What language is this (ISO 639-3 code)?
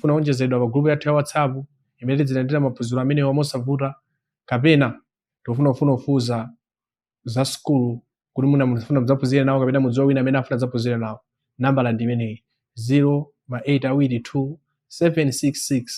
nya